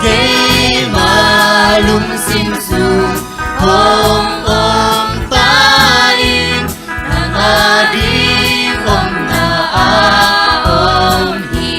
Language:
Tedim Chin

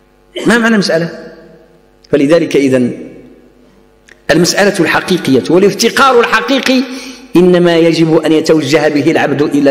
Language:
Arabic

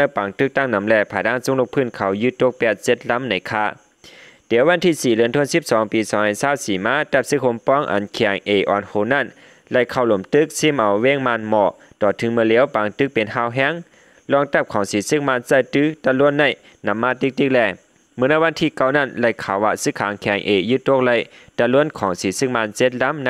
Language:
Shan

